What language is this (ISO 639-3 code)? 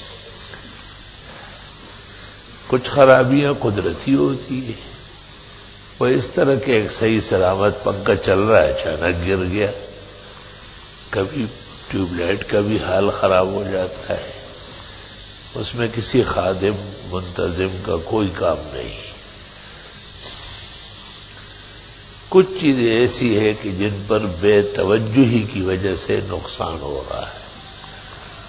urd